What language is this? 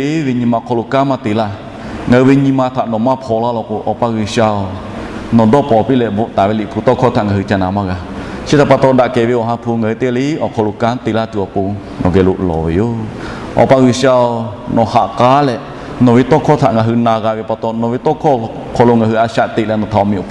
Lahu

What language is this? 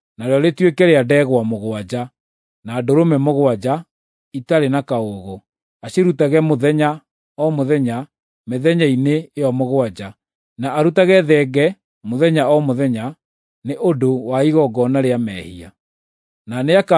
Kikuyu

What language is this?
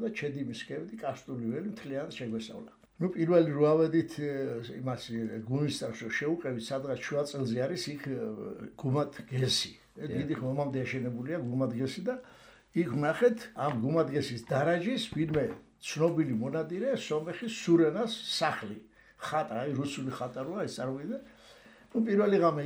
Georgian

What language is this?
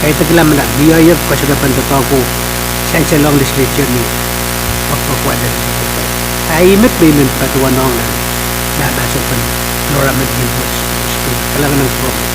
Pohnpeian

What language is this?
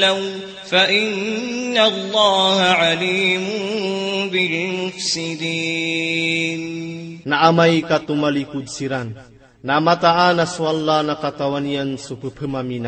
Maranao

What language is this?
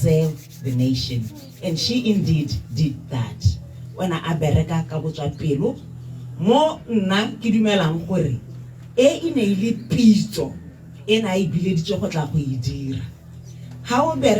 Tswana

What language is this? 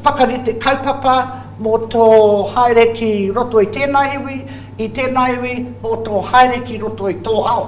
Māori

